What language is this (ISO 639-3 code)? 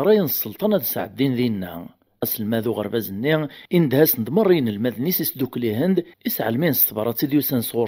kab